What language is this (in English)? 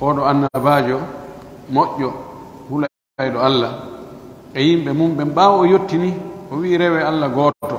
Pular